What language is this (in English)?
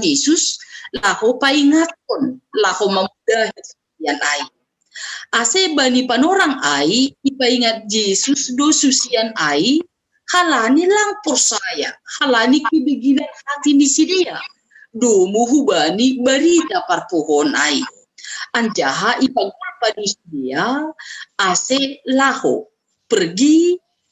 Batak Simalungun